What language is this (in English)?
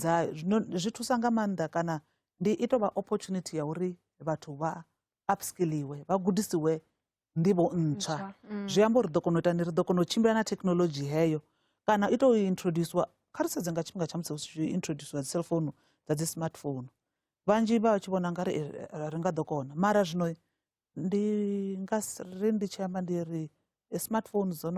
Venda